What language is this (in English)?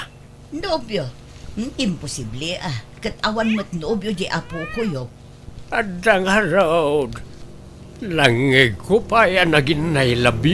Iloko